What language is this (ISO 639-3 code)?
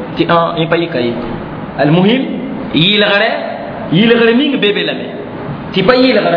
mos